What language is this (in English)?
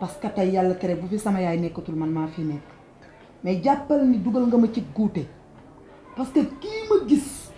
Wolof